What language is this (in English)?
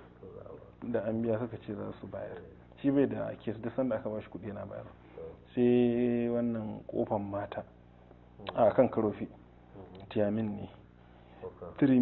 Hausa